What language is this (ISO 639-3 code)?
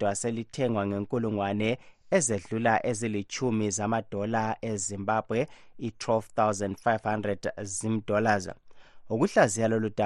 nde